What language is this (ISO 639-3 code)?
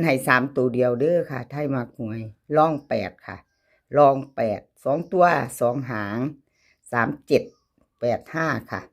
tts